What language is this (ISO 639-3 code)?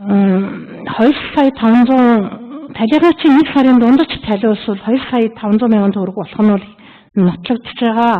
mon